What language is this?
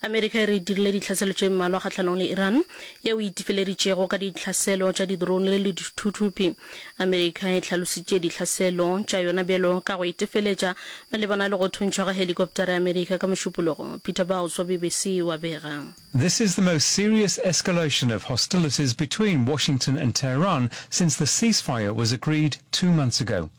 Northern Sotho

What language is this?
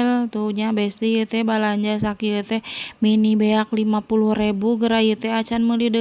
Sundanese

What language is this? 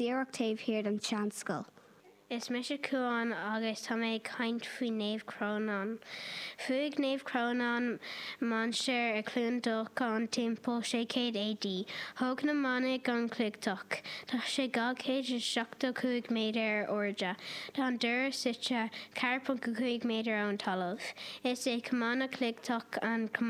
Irish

